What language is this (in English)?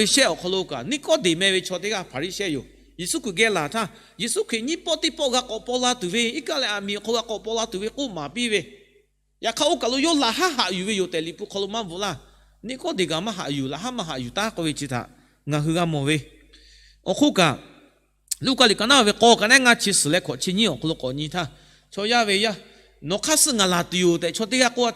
Lahu